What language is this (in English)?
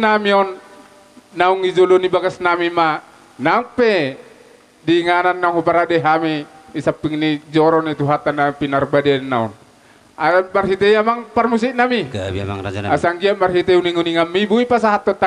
Batak Toba